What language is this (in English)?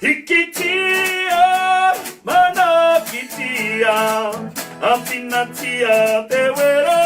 Māori